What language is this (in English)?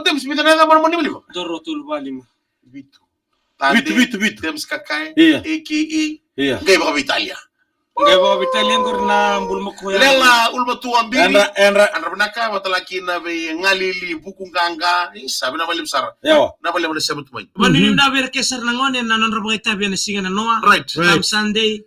Fijian